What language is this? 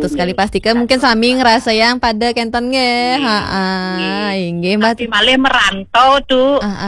Balinese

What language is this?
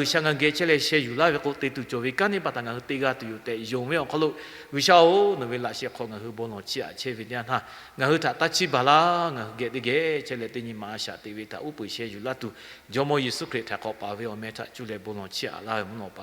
Lahu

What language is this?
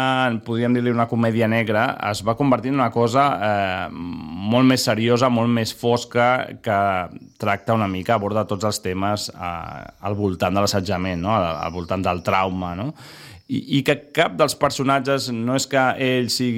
Catalan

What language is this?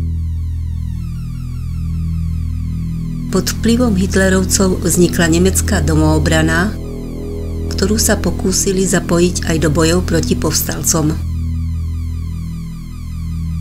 Slovak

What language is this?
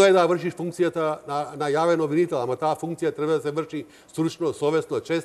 Macedonian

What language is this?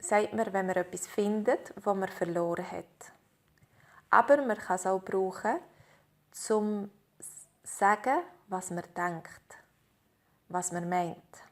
Swiss German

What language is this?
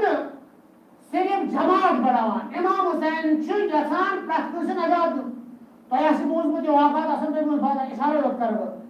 Kashmiri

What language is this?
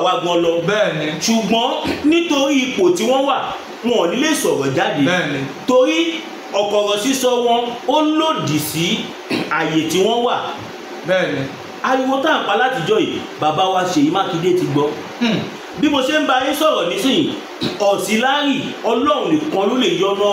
Yoruba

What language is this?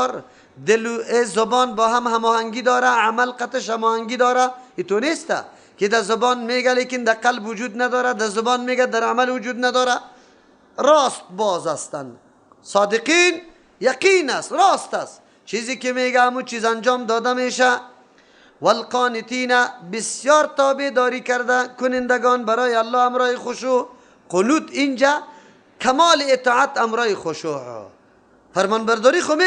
Persian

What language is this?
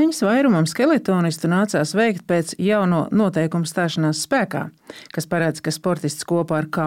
Latvian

